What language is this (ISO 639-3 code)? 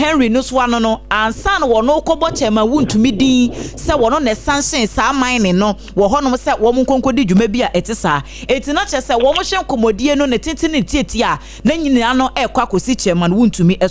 aka